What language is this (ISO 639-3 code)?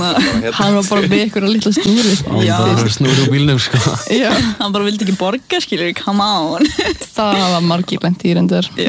isl